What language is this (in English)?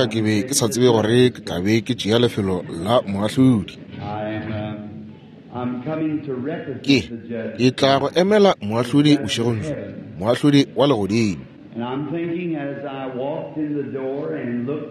Northern Sotho